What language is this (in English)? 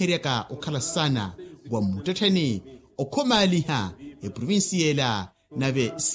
Makhuwa